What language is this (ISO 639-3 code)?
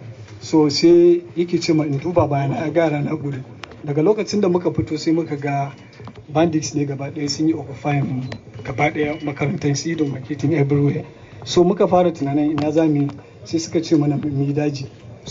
hau